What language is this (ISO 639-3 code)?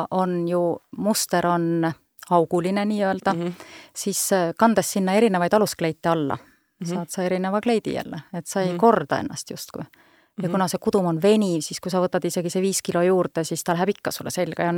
est